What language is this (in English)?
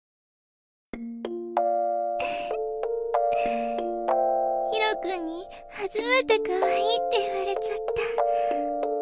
Japanese